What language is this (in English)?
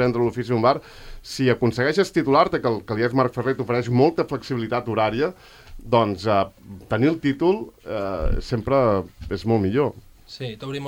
Catalan